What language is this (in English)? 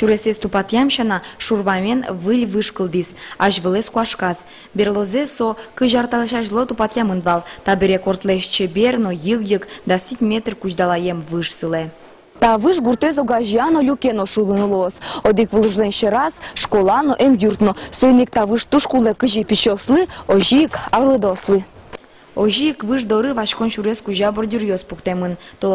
Udmurt